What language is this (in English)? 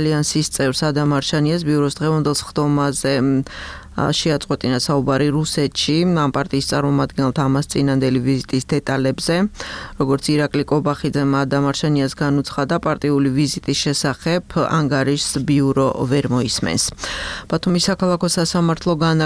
Georgian